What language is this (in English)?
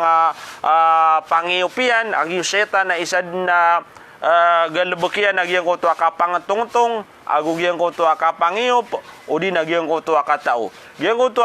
Maranao